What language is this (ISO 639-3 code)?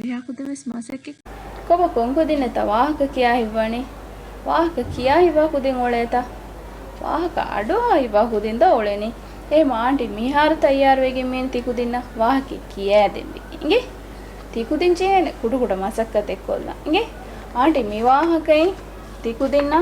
div